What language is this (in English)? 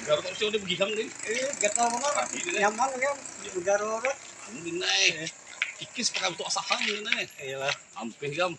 Banjar